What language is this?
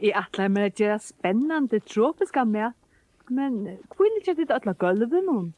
Faroese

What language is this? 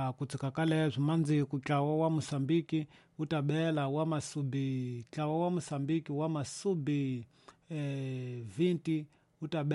Tsonga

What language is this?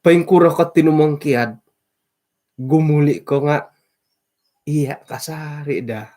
Central Dusun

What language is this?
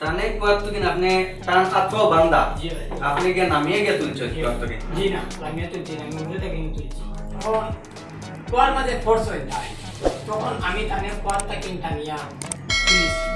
Sylheti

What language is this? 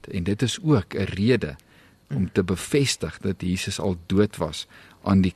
Afrikaans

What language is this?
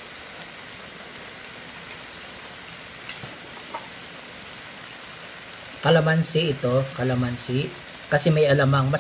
Filipino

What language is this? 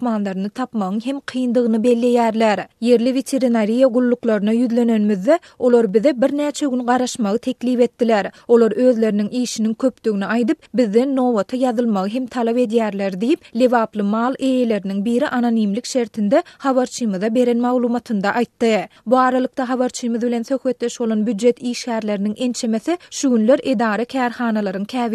Turkmen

